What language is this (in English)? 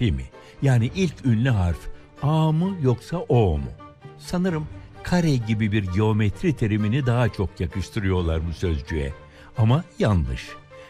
Turkish